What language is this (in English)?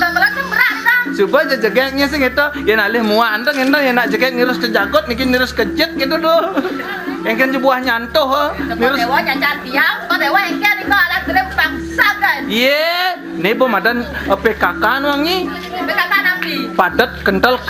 Balinese